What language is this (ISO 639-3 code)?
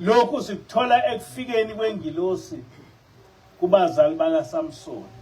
zul